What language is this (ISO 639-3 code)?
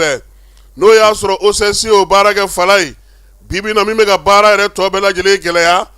bam